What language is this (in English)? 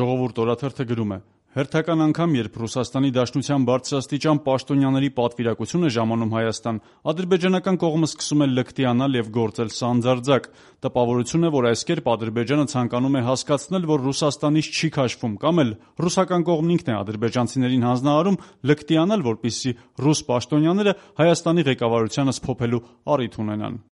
Armenian